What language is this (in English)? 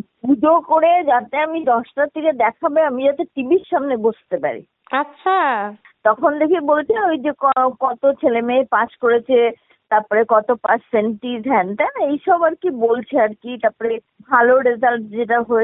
Bangla